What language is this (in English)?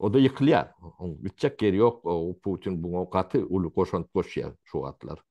Turkmen